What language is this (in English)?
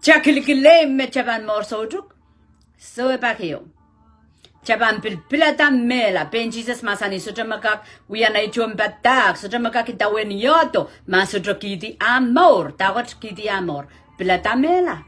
Pohnpeian